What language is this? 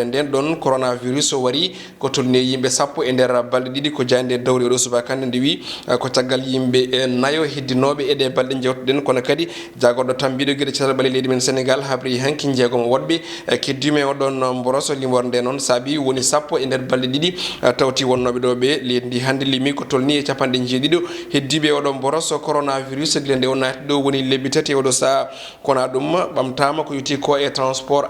Fula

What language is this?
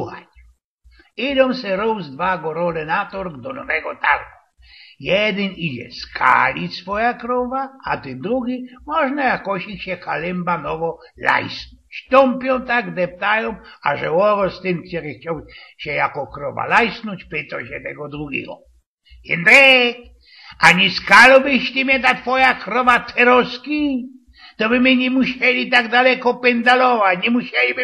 Silesian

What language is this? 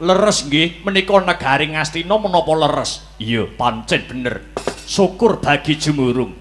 Javanese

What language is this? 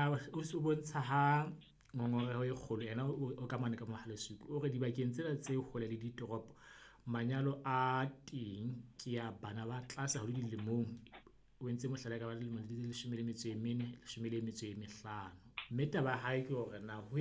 Southern Sotho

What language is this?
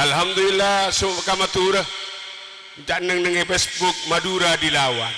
Madurese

